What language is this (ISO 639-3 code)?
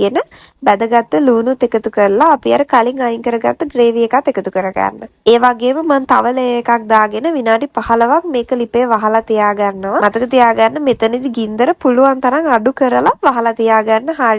sin